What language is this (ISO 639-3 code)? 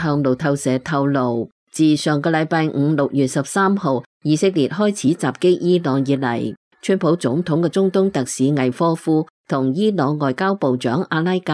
yue